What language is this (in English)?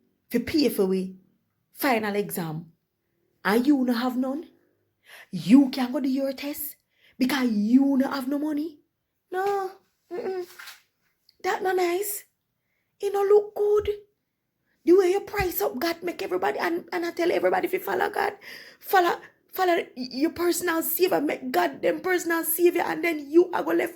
Jamaican Creole English